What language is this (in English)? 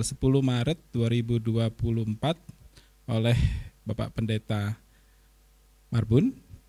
Indonesian